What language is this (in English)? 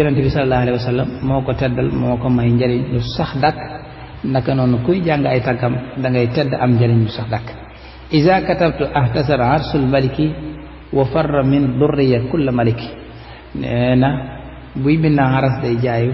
Wolof